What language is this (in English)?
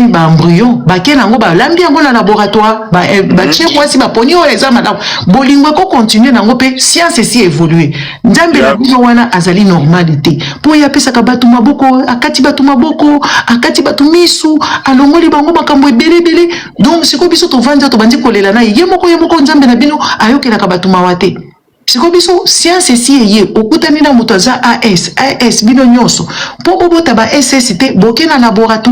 Lingala